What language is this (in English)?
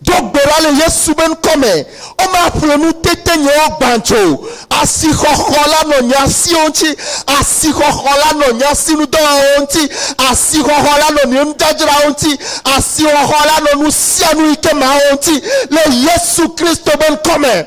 Ewe